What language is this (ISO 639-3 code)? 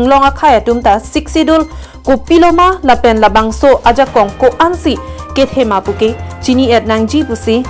mjw